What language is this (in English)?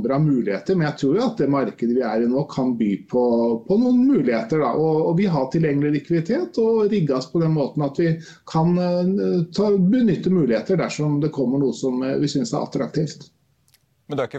Norwegian